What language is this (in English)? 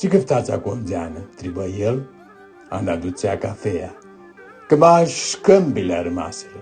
Aromanian